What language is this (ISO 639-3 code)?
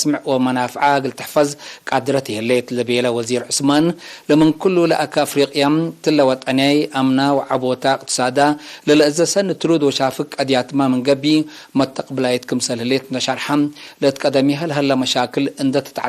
tig